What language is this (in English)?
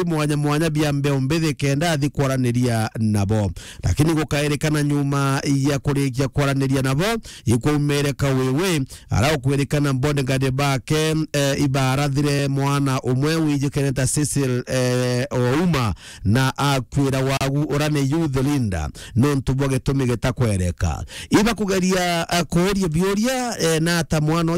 Meru